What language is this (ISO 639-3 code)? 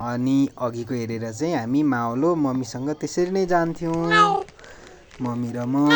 nep